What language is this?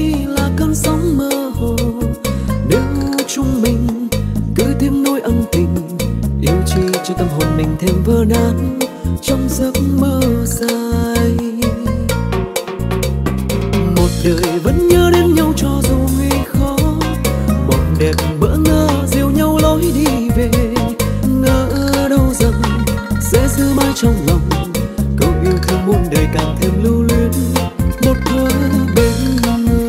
Vietnamese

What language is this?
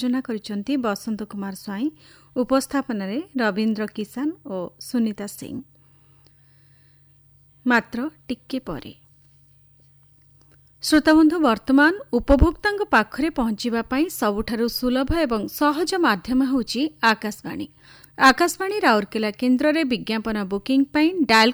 Odia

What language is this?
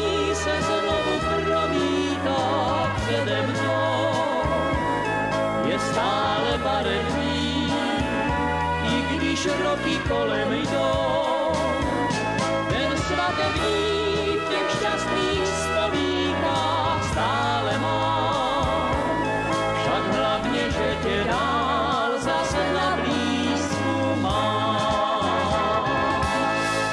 Czech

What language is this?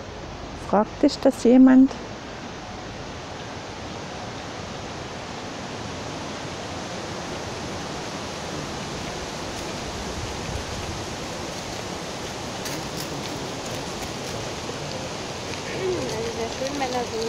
German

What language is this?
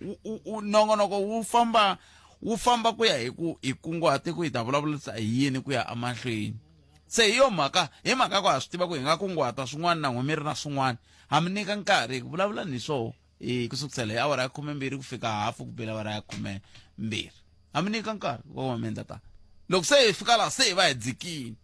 Tsonga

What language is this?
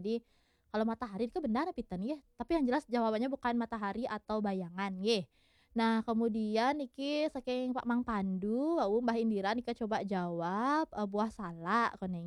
Balinese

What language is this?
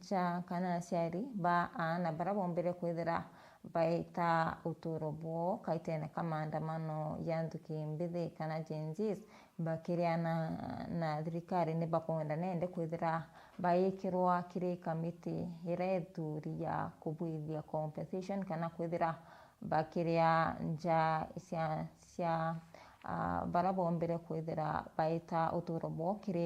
Meru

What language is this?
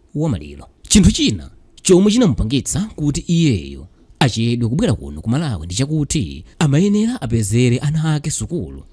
Nyanja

